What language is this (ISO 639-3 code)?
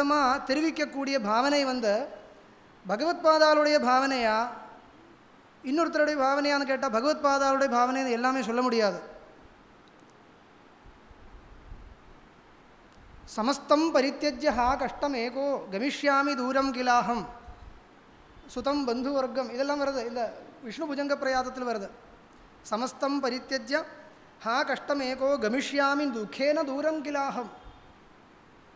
tam